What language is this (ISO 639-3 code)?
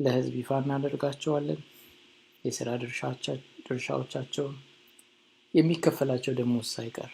amh